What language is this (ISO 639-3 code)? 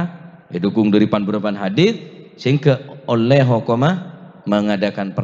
mad